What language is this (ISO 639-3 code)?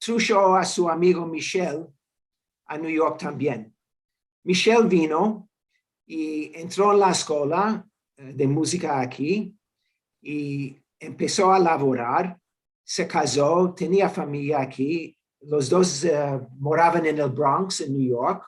lad